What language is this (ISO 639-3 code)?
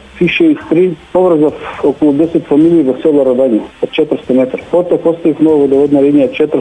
mkd